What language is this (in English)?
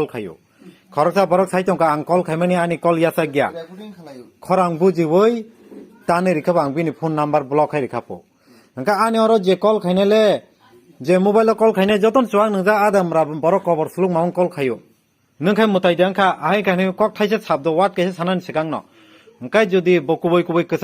Kok Borok